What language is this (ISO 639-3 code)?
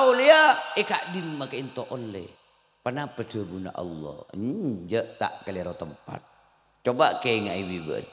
mad